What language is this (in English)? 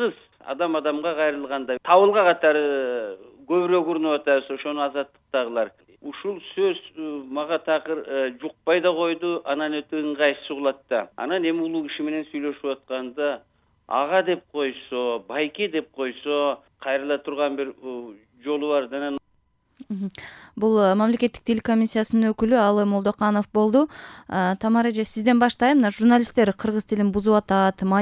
Kyrgyz